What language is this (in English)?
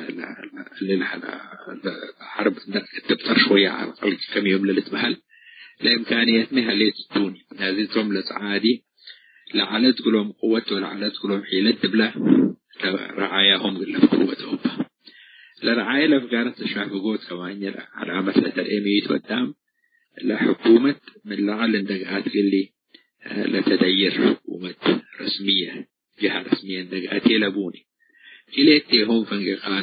Tigre